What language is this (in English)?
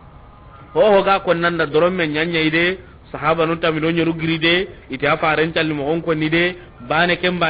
Soninke